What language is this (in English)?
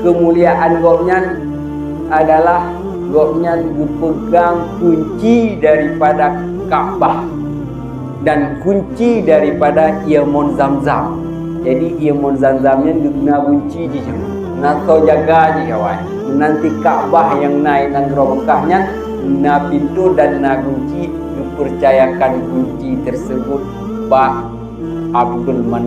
Achinese